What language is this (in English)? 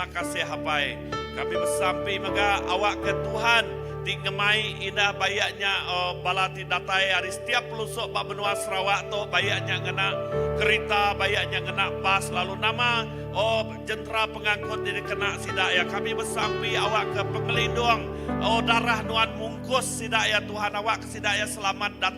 Iban